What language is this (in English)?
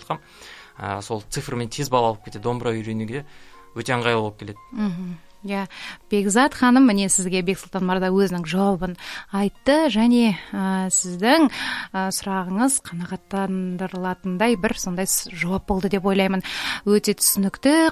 Kazakh